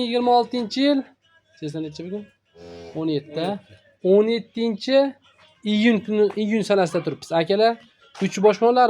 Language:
Uzbek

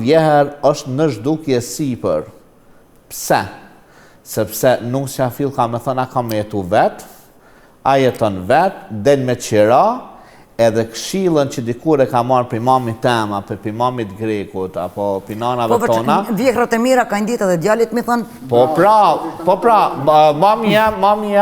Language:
Albanian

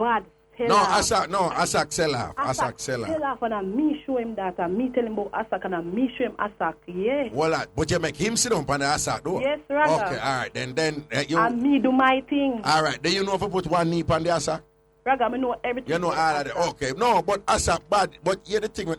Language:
Jamaican Creole English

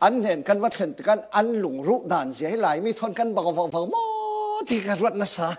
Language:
Falam Chin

